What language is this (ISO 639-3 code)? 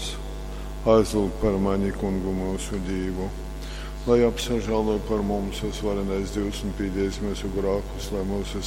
ltg